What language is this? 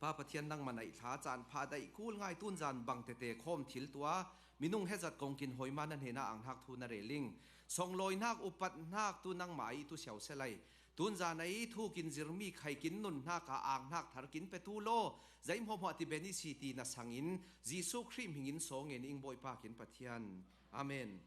Falam Chin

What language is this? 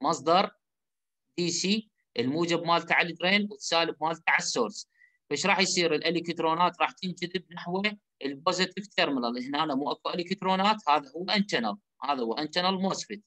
Mesopotamian Arabic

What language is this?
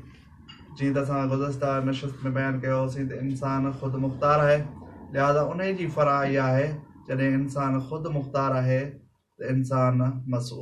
Sindhi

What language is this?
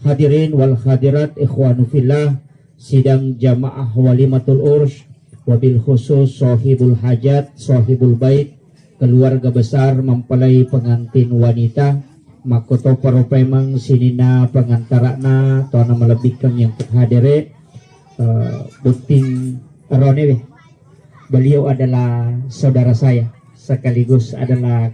Buginese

